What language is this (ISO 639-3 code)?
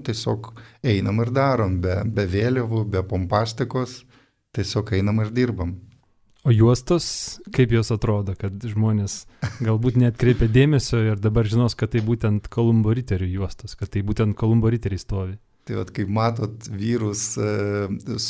lit